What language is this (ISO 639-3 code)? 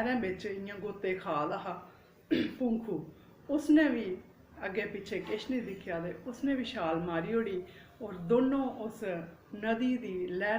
doi